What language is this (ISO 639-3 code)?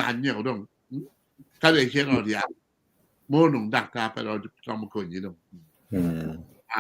ach